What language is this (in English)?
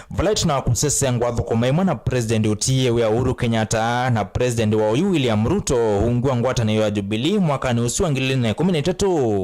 Kamba